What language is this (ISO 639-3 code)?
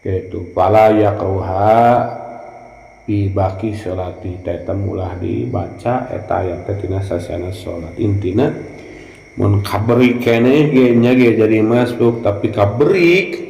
sun